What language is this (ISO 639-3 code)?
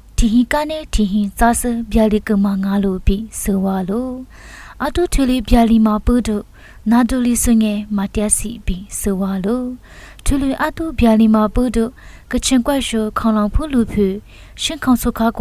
lis